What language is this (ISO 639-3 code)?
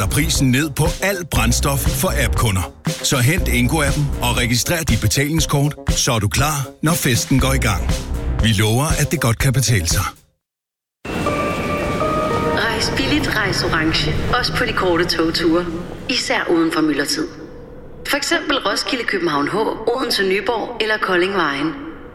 dan